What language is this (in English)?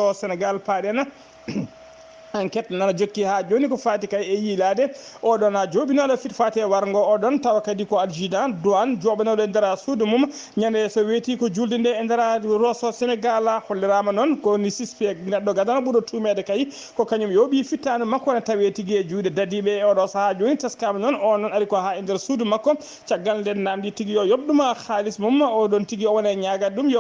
Fula